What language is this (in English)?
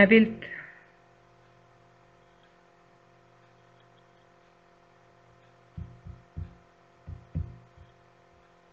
Estonian